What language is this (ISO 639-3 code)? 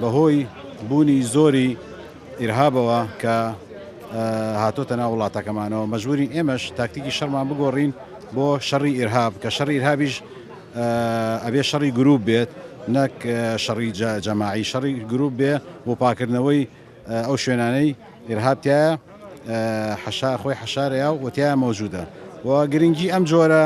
ckb